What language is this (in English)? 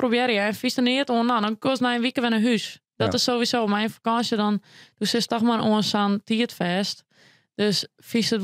Western Frisian